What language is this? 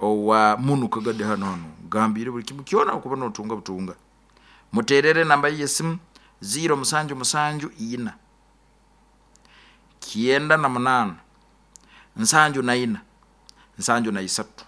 Nyoro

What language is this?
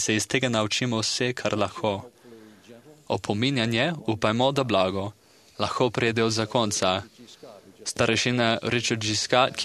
Slovenian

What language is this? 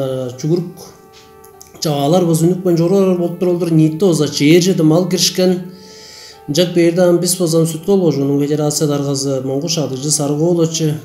Tuvinian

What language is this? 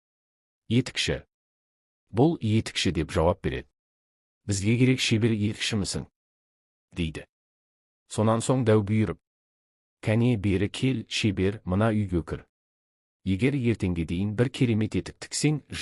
Kazakh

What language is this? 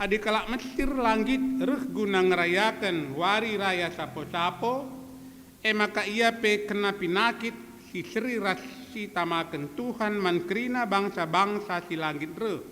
Batak Karo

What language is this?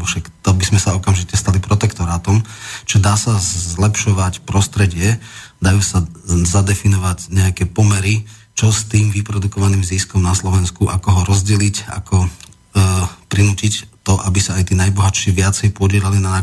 Slovak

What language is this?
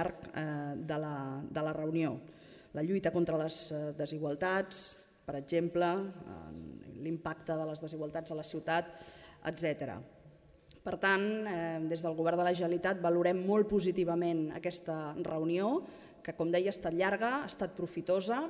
Catalan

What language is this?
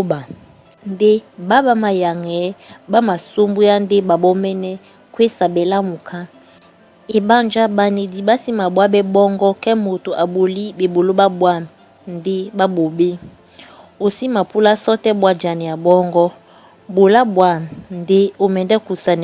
Duala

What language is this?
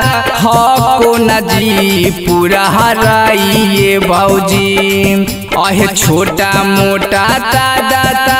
Magahi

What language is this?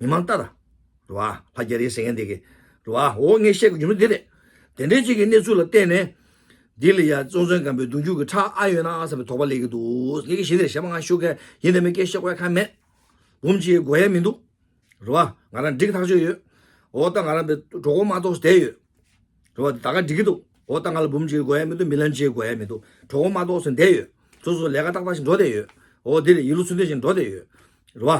Tibetan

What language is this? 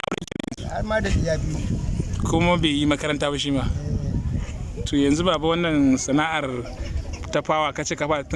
Hausa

